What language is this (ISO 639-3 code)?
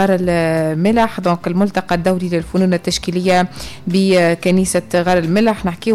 aeb